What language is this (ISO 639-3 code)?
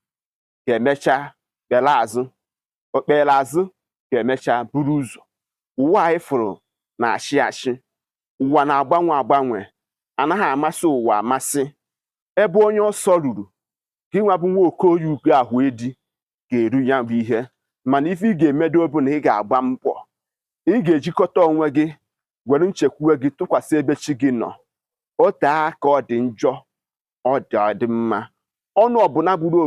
ibo